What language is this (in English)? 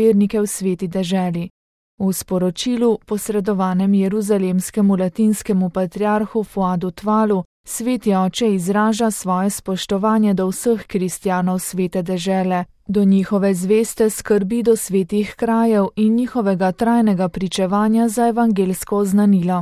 Slovenian